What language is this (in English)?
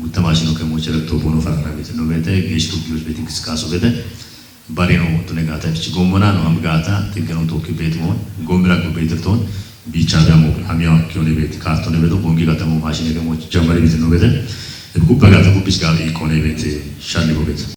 Kafa